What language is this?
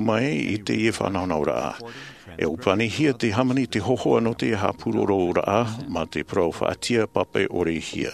Tahitian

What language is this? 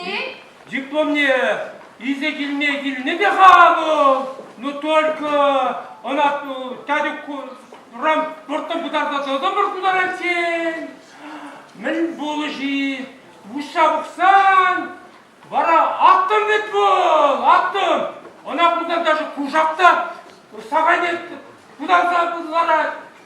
Chuvash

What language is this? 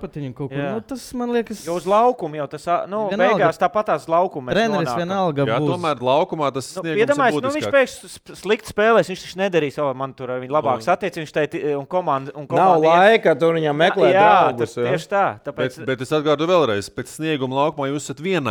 Latvian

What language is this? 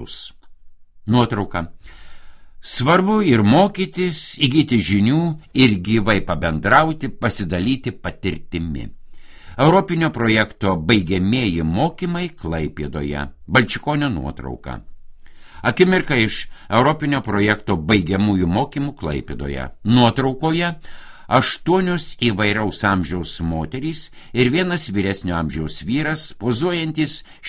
Lithuanian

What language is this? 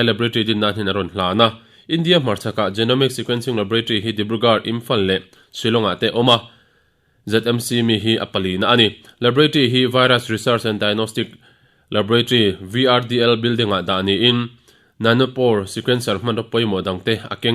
Mizo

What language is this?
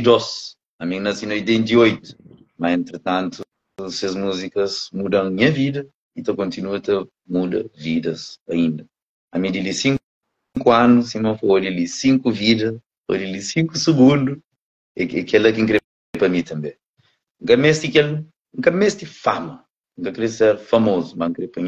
Kabuverdianu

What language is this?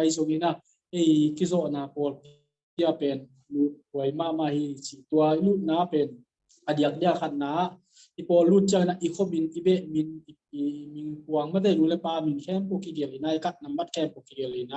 Tedim Chin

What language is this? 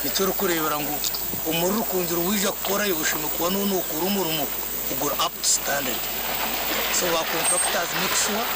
Nyankole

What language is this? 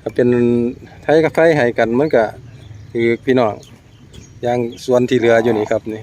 Northeastern Thai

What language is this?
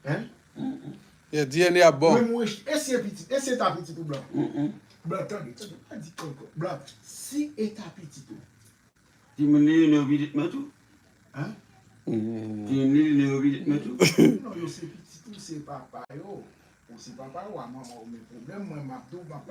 Haitian Creole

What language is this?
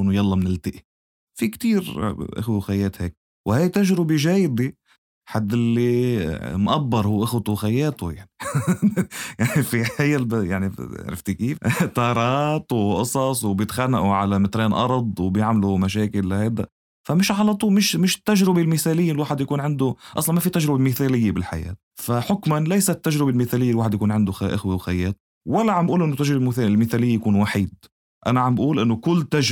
North Levantine Arabic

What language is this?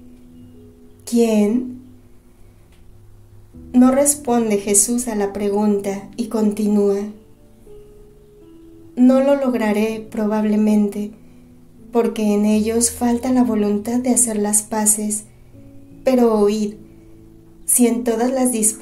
Spanish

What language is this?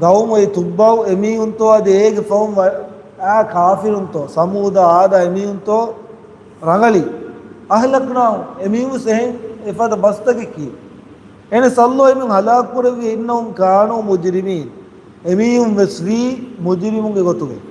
Divehi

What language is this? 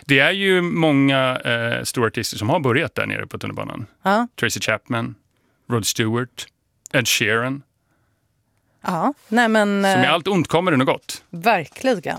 Swedish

